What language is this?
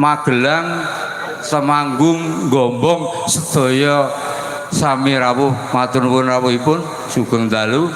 Javanese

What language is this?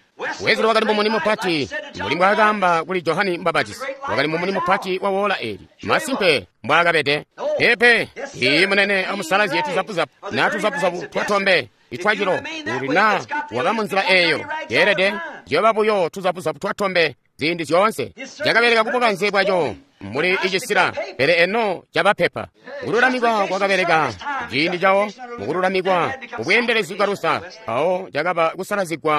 Tonga (Zambia)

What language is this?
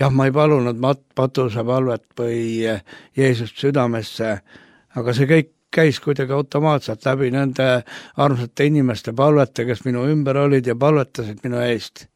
Estonian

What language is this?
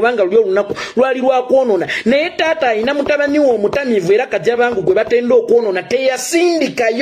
Ganda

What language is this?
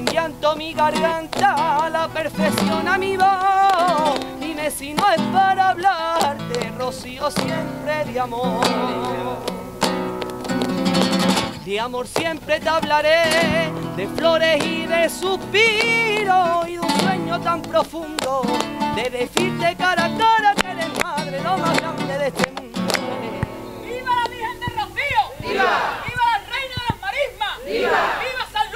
Spanish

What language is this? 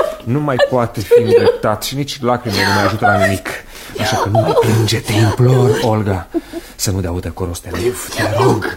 Romanian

